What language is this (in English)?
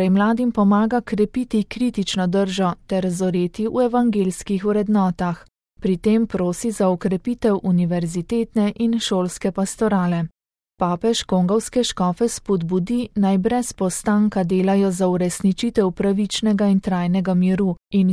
Slovenian